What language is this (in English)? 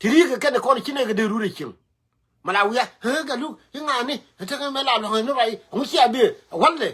Nuer